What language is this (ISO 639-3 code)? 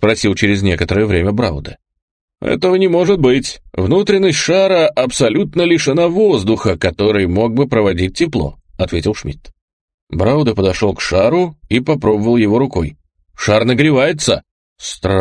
rus